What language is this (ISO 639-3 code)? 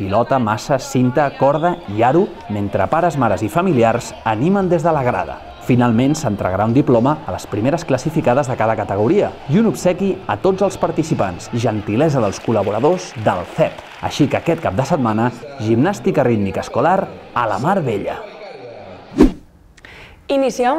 cat